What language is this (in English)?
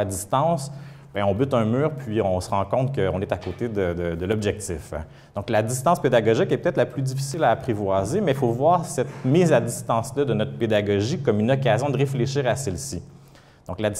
French